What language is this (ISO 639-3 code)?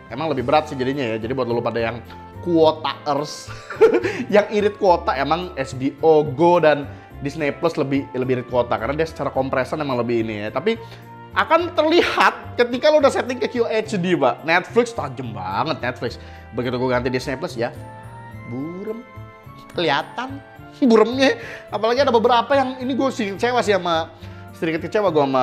ind